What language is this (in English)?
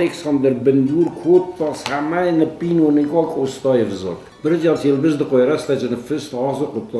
Ossetic